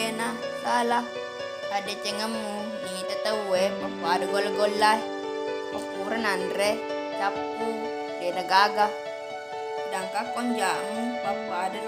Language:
Buginese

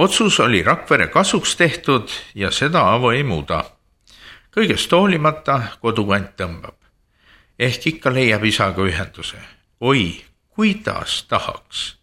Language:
Estonian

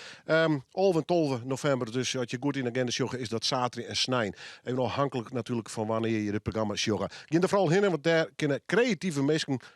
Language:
Western Frisian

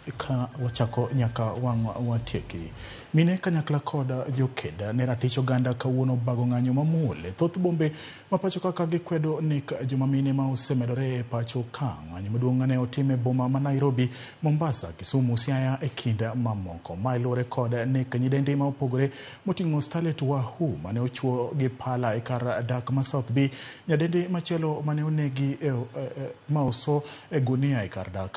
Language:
Luo (Kenya and Tanzania)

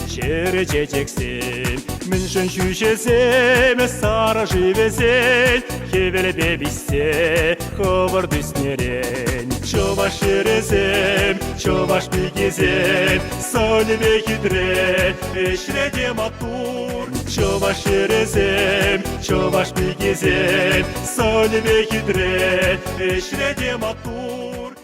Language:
Chuvash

